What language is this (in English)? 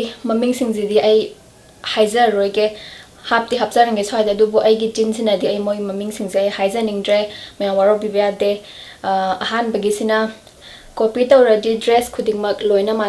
Manipuri